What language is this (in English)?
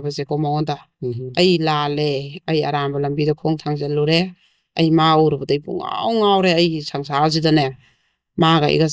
Manipuri